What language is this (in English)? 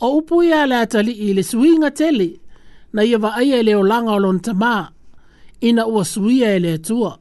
Samoan